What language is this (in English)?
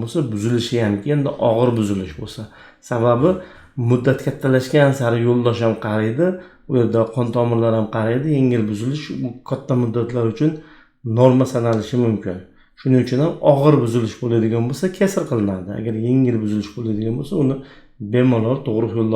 Uzbek